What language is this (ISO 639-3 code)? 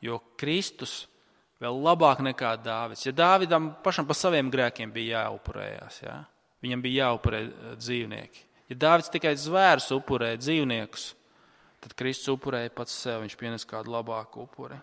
lav